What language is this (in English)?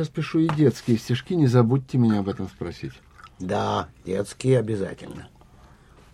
Russian